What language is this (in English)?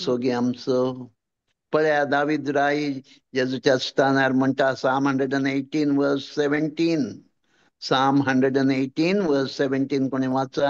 Konkani